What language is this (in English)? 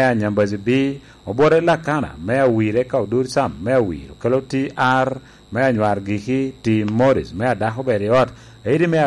Lango (Uganda)